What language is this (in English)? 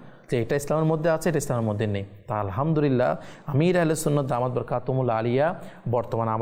Bangla